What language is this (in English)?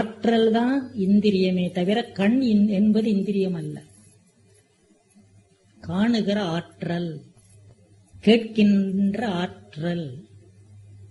Tamil